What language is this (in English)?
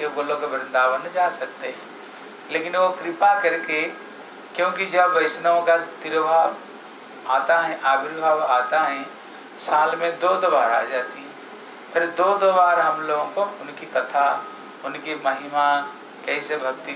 Hindi